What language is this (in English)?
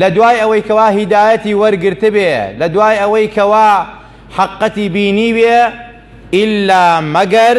Central Kurdish